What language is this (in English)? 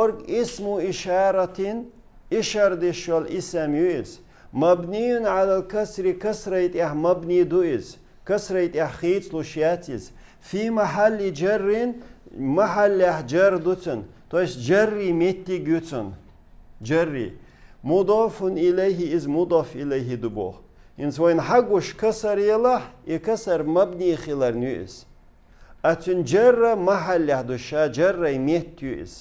Chechen